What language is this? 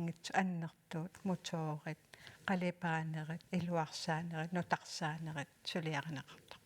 Kalaallisut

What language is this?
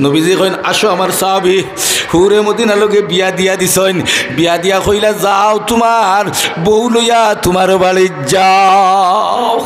Sylheti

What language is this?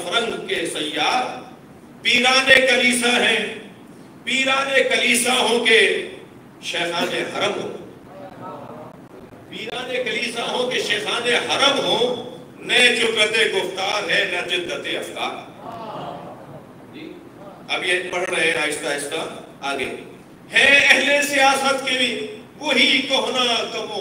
Urdu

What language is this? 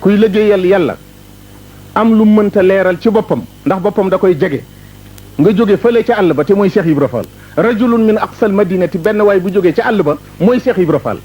Wolof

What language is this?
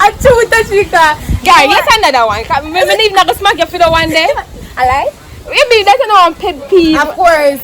Jamaican Creole English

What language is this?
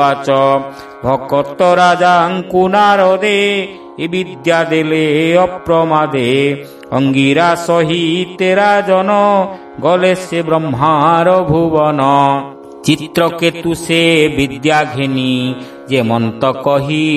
Odia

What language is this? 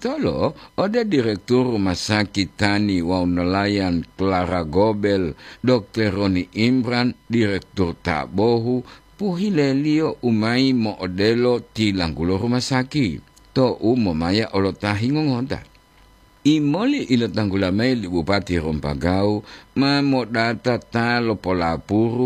Gorontalo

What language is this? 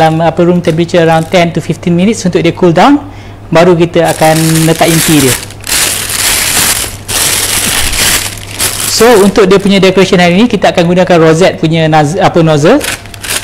Malay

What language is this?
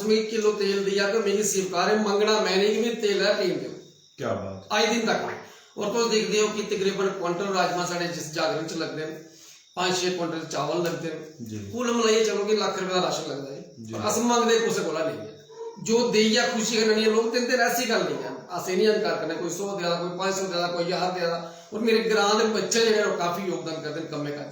Dogri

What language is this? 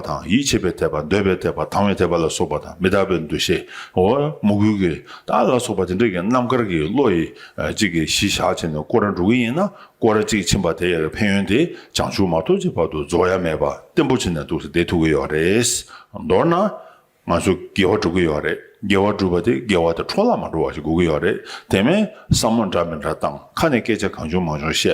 Tibetan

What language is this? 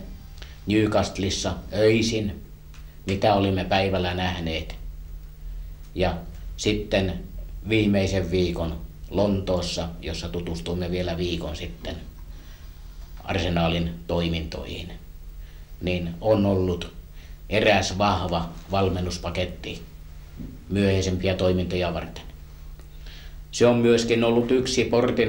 Finnish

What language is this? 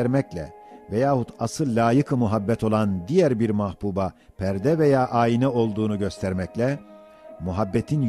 Ottoman Turkish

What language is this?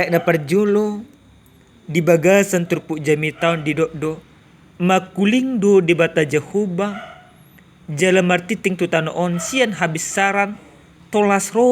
Batak Toba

